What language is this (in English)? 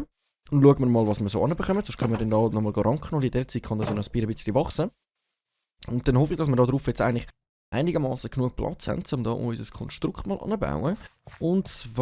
Swiss German